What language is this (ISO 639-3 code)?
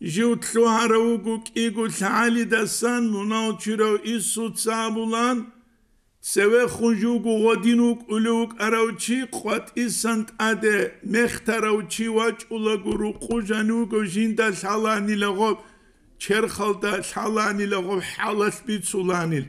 ava